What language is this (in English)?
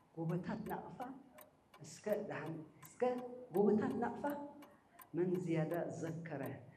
Tigrinya